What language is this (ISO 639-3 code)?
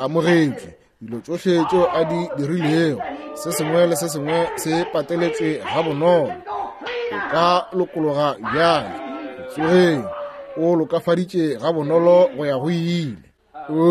nso